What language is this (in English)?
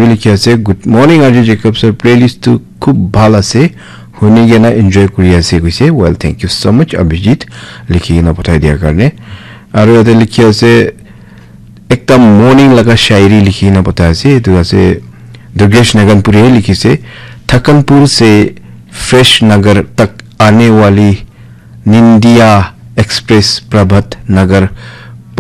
Naga Pidgin